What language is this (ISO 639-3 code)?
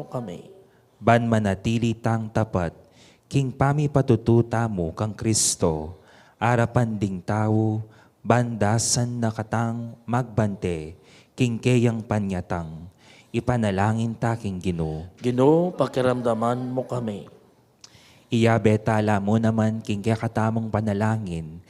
pam